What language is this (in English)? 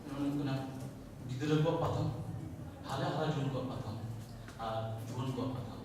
Santali